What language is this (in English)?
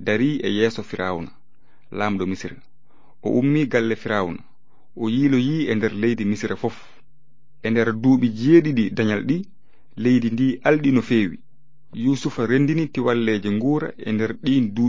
Fula